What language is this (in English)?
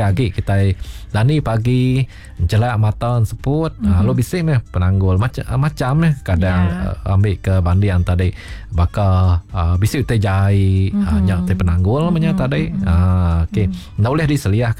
Iban